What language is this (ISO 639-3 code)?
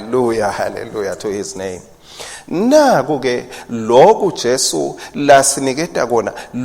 ssw